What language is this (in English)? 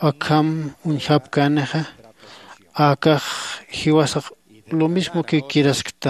Aymara